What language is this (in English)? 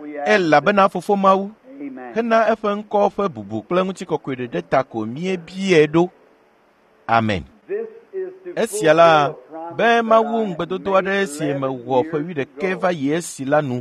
Ewe